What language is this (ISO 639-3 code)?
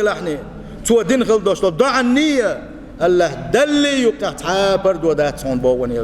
che